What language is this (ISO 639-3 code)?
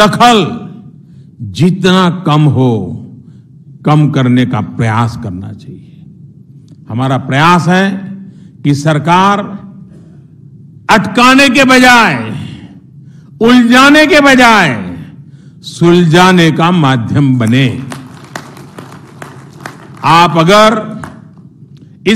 hin